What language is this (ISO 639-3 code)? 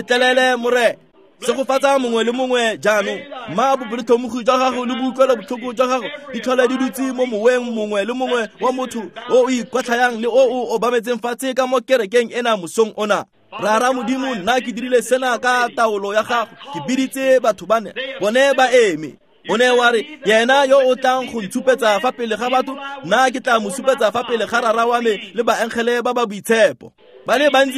tsn